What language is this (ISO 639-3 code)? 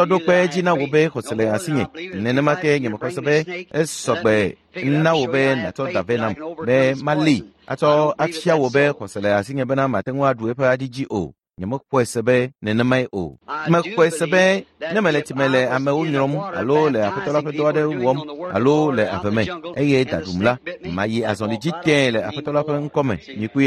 ewe